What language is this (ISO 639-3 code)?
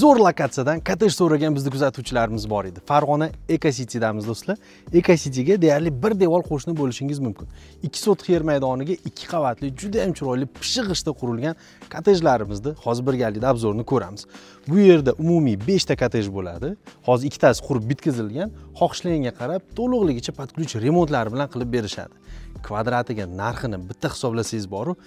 uzb